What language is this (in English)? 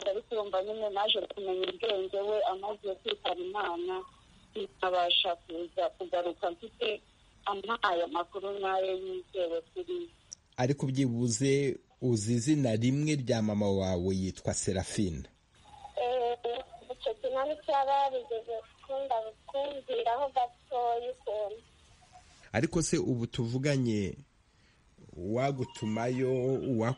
Kinyarwanda